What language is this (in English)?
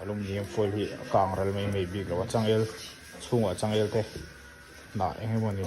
Mizo